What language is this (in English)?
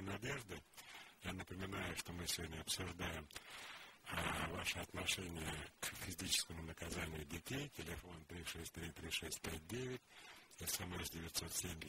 Russian